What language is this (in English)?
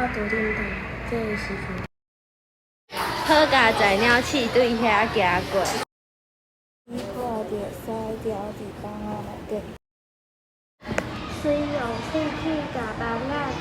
Min Nan Chinese